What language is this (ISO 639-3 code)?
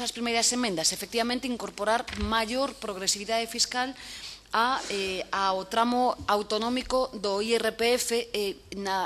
glg